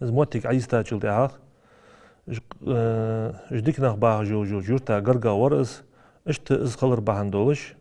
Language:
Ingush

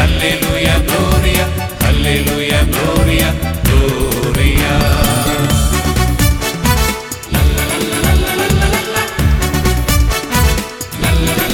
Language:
Malayalam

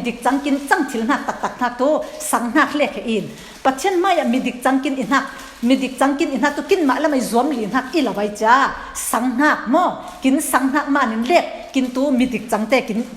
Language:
Falam Chin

